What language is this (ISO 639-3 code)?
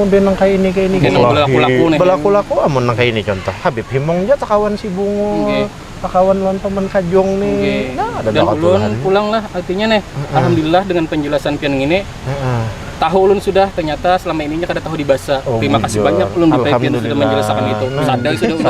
bjn